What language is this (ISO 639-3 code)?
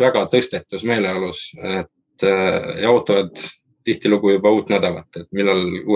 est